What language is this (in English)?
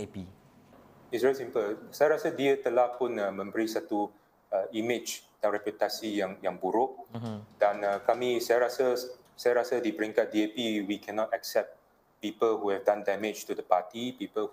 Malay